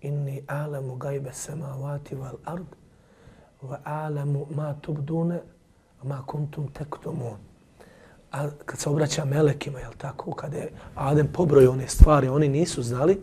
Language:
Bosnian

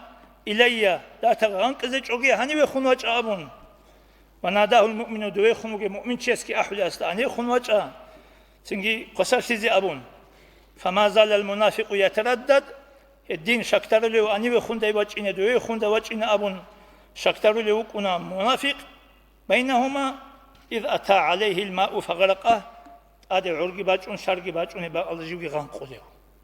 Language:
Avaric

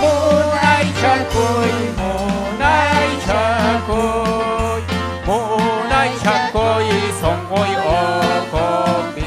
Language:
Ayacucho Quechua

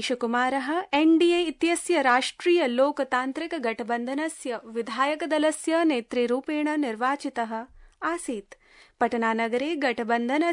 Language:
Sanskrit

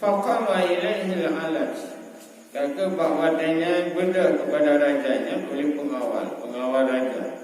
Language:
Achinese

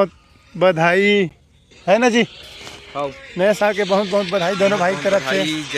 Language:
Chhattisgarhi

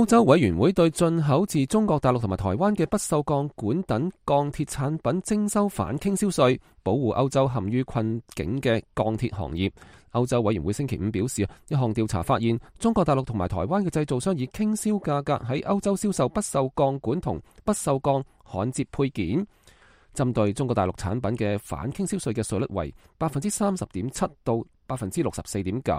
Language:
Cantonese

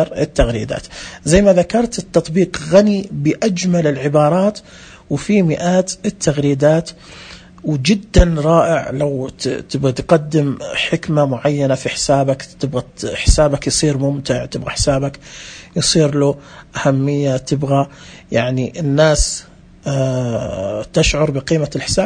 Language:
Najdi Arabic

